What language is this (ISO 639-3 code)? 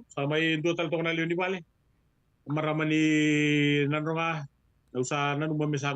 fij